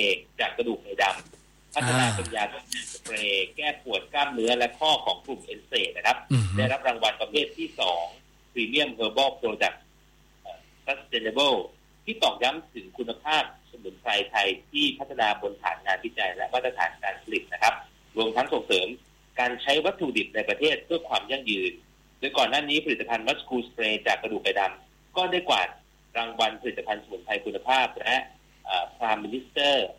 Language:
Thai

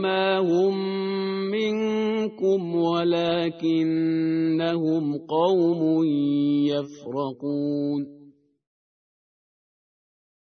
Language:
Arabic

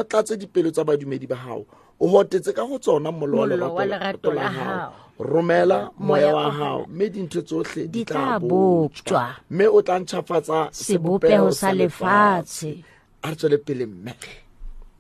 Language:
Southern Sotho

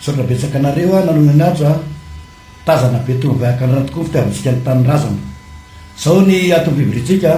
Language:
Malagasy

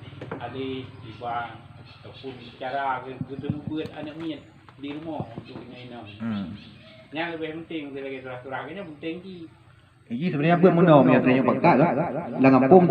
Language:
Achinese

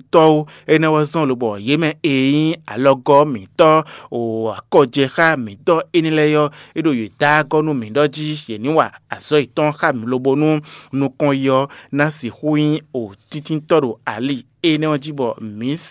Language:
Fon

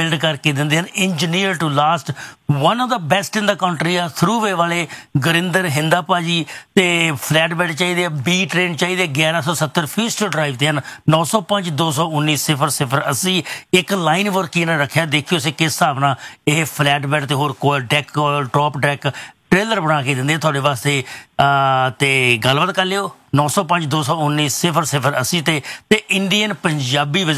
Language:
Punjabi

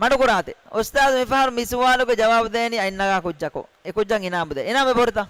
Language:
Divehi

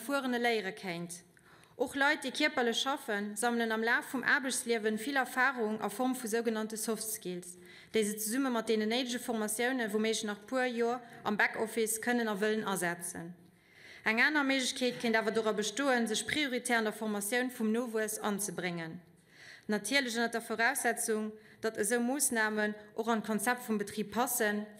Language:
Luxembourgish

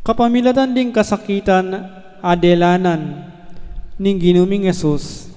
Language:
Pampanga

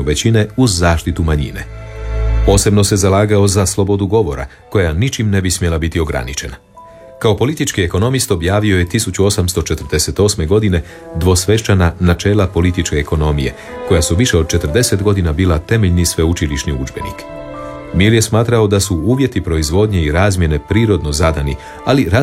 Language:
Croatian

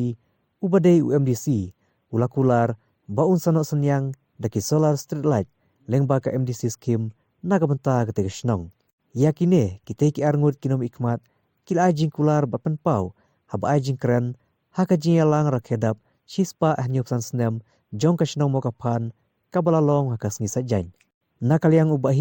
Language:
Khasi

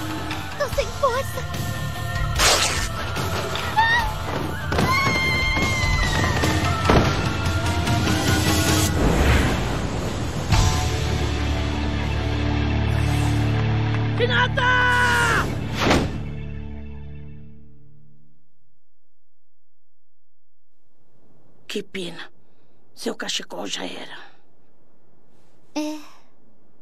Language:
Portuguese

